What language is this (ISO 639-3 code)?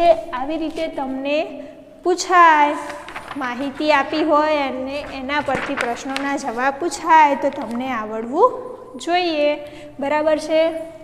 guj